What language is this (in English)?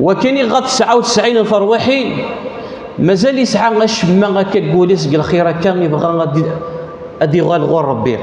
Kabyle